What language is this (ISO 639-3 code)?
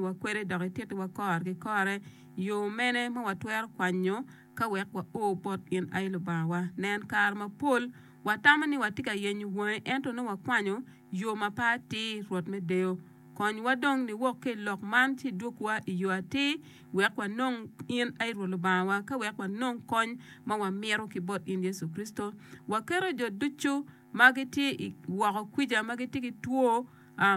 ach